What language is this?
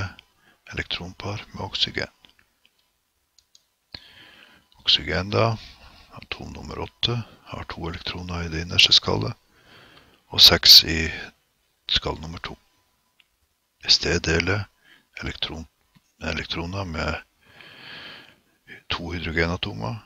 Norwegian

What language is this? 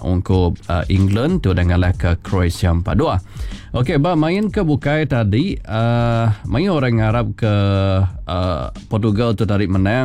Iban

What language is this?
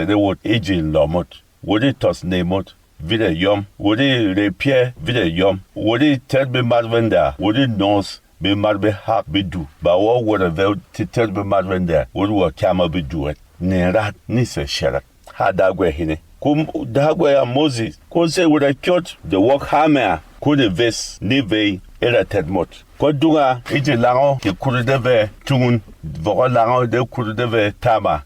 Berom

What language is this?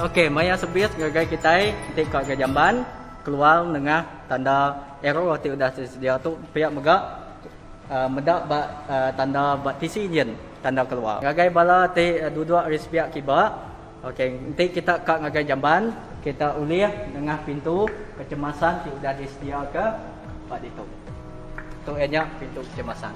Iban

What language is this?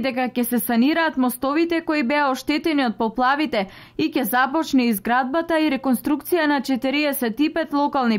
Macedonian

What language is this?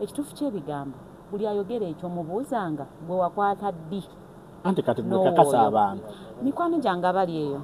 Ganda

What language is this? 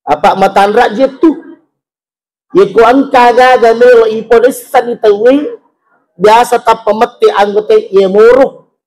Buginese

